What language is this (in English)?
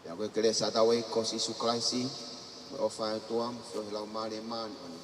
Tongan